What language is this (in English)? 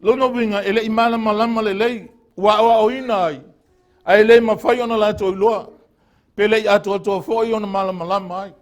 Samoan